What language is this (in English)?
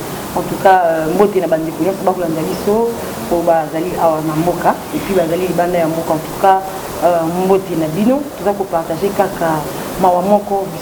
Lingala